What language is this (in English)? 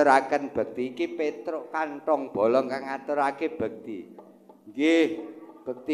Javanese